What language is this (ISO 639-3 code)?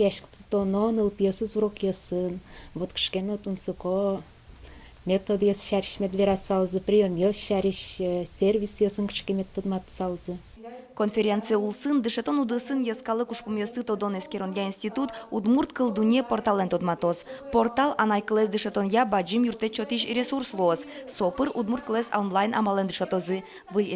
udm